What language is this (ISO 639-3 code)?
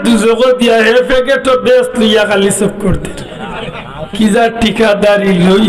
syl